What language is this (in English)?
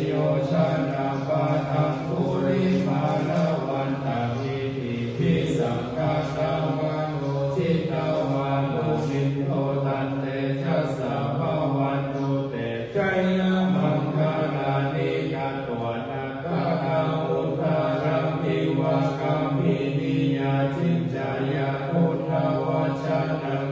Pali